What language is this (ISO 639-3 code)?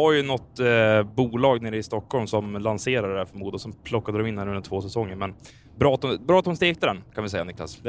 swe